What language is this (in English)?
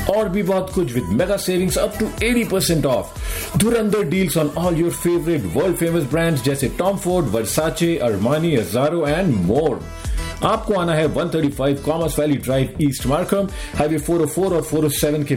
Hindi